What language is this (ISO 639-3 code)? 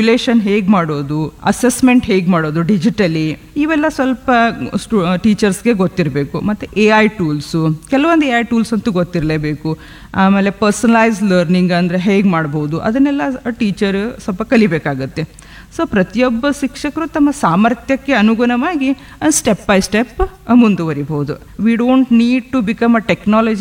kan